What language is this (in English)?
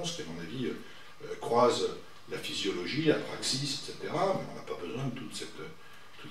French